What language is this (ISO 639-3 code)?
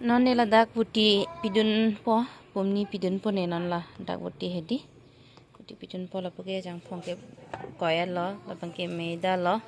mjw